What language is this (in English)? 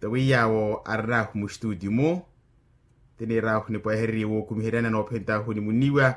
Makhuwa